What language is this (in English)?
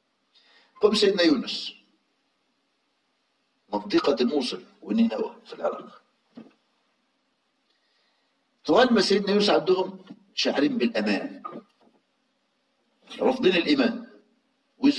Egyptian Arabic